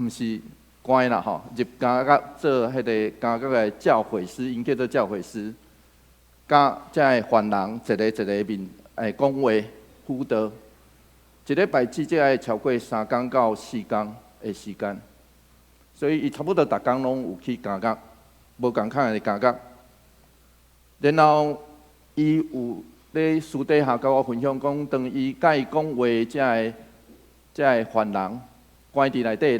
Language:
Min Nan Chinese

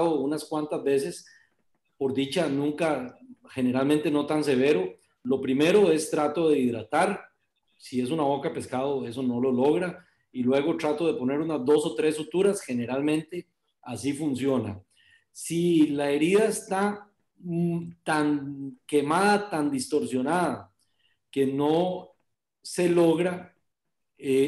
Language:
Spanish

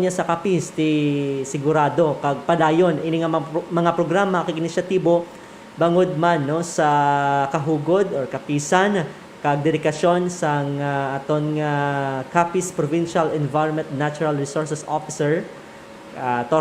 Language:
Hiligaynon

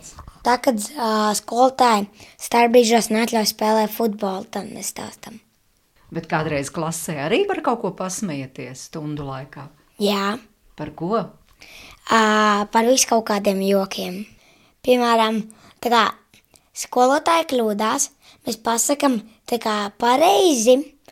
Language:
Latvian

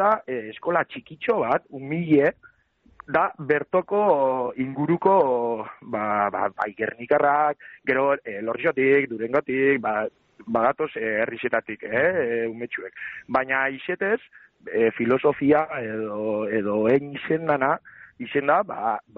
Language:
Basque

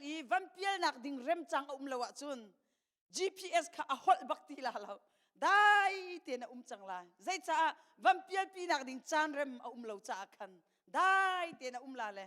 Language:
Hakha Chin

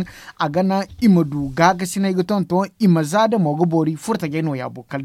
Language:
Zarma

